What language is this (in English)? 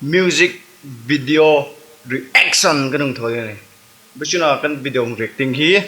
Hmar